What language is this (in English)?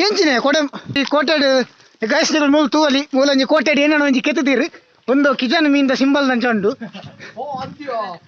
Tulu